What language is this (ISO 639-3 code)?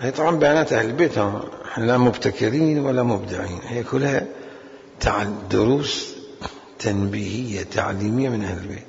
acm